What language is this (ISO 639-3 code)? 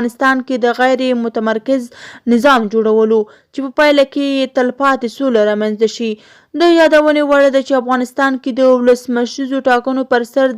pus